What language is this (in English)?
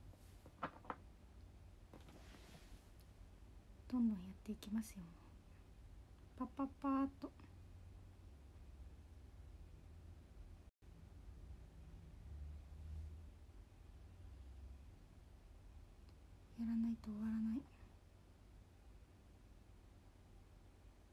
Japanese